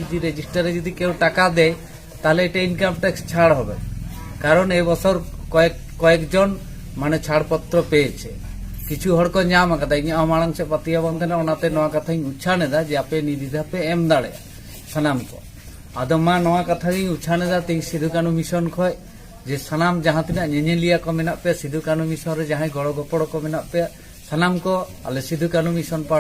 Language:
Santali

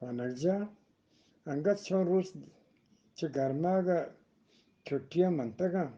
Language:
Eastern Balochi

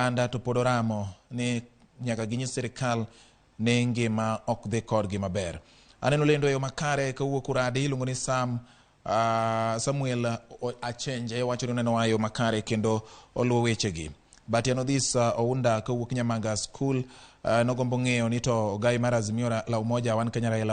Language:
Luo (Kenya and Tanzania)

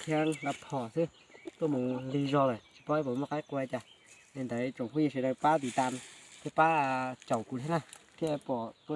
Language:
Hmong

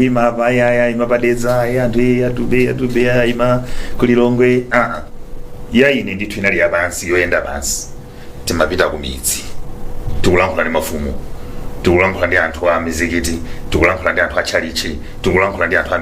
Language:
Nyanja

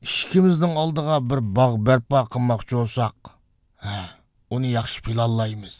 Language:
Uyghur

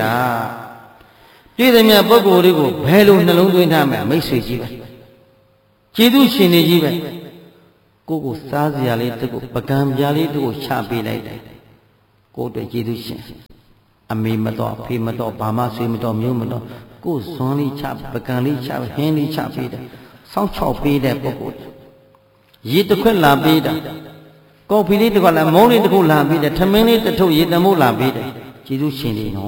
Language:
Burmese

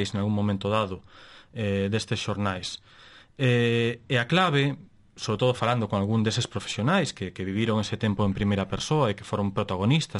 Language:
Galician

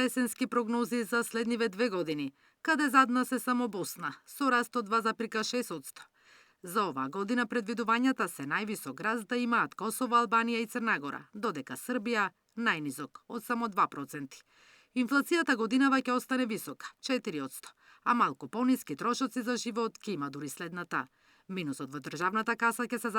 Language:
Macedonian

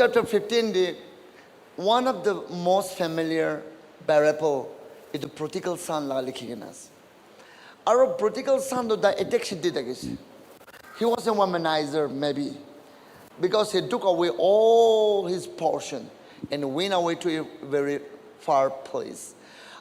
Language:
Naga Pidgin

